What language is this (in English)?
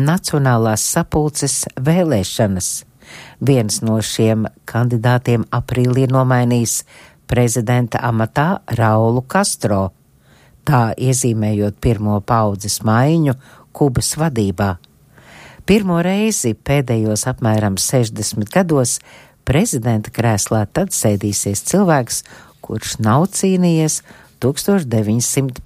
Latvian